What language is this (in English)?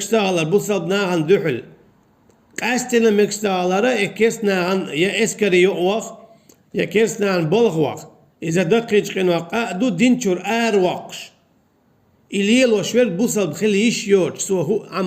Chechen